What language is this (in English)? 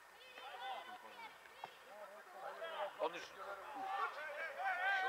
Serbian